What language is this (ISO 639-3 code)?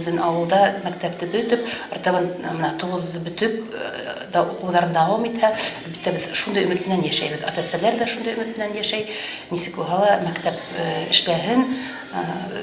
bak